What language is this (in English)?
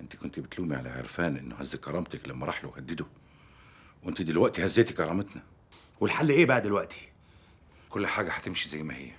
Egyptian Arabic